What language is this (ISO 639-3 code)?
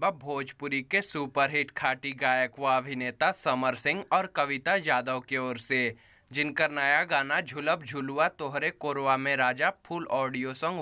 bho